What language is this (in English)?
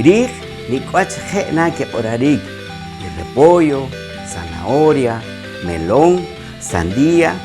Poqomchi'